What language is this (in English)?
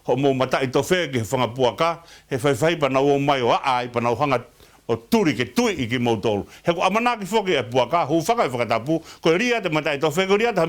Tongan